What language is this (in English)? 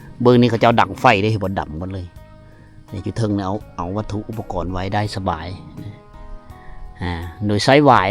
Lao